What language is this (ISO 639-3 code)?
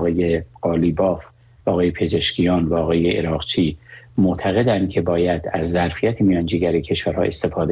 fas